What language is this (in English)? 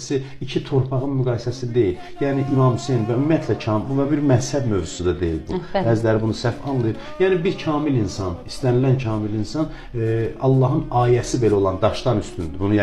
Azerbaijani